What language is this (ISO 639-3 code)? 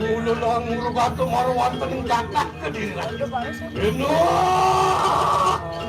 ban